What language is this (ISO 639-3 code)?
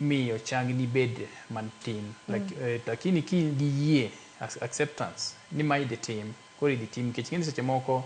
luo